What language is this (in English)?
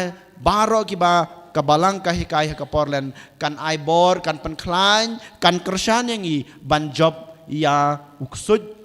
Khasi